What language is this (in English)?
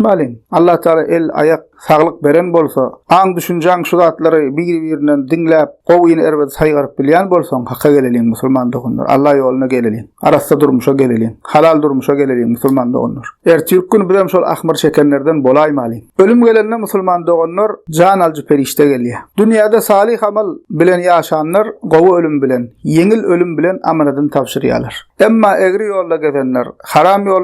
Turkmen